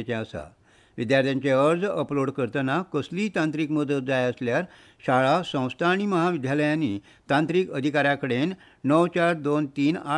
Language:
Konkani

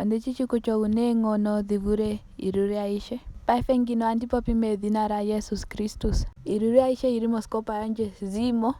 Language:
Ndonga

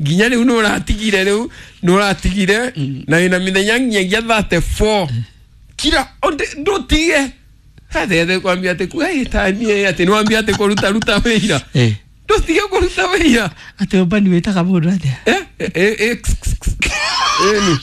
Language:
Kikuyu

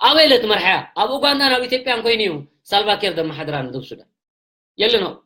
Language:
Tigrinya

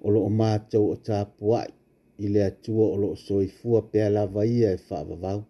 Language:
Samoan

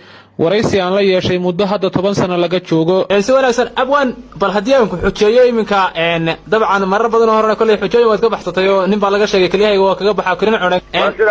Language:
Somali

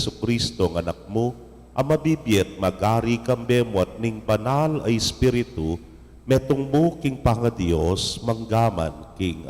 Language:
Pampanga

